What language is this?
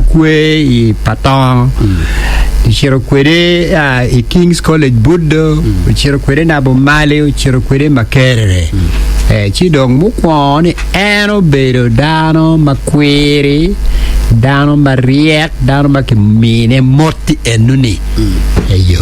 Acoli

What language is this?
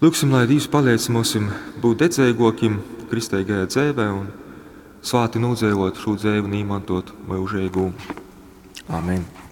Latgalian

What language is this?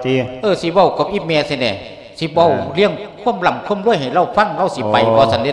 Lao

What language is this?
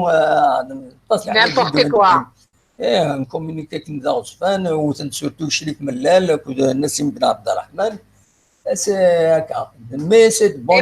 Kabyle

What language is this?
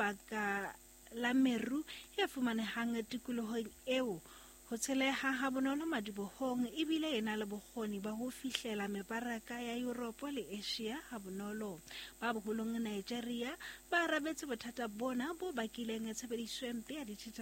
Southern Sotho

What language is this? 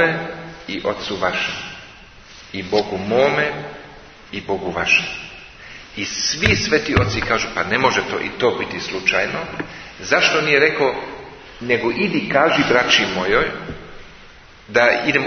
Serbian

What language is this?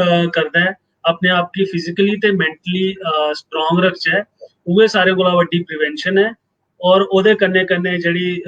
Dogri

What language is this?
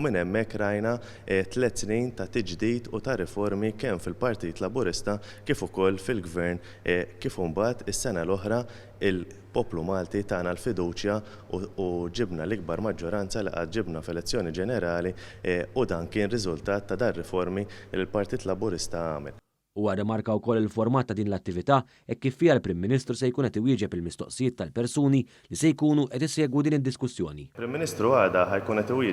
Maltese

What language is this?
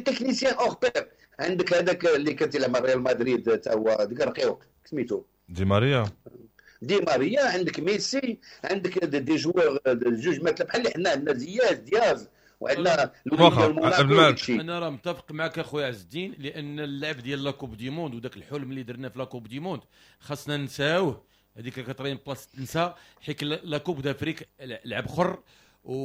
Moroccan Arabic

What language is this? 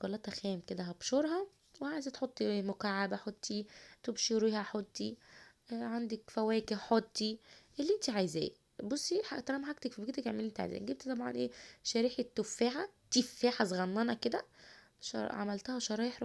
Egyptian Arabic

